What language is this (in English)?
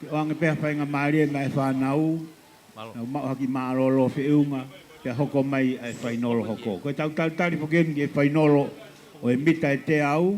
Tongan